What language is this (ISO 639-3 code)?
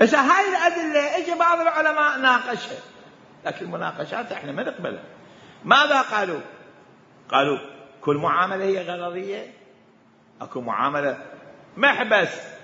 acm